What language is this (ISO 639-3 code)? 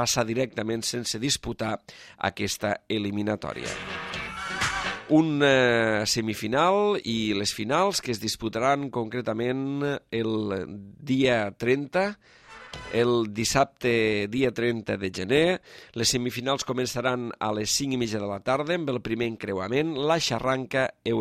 cat